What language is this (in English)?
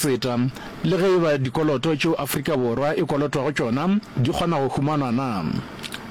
Northern Sotho